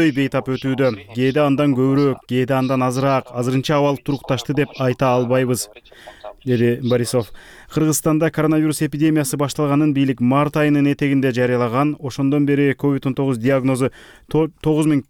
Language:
Kyrgyz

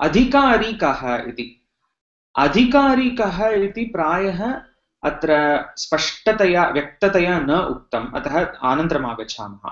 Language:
Sanskrit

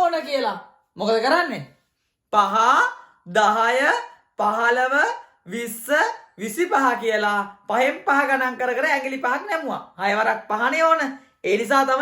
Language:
Sinhala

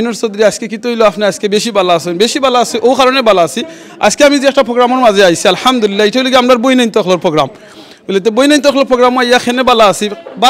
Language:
Sylheti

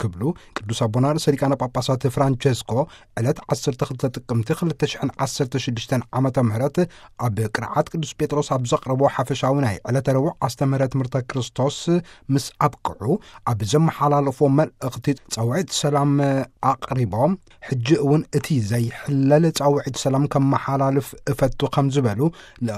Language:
Tigrinya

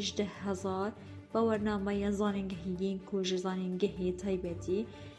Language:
Kurdish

